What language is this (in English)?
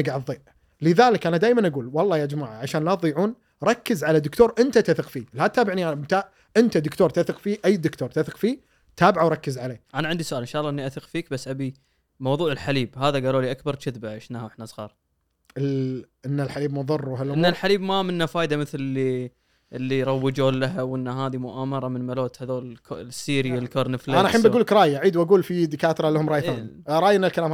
Gulf Arabic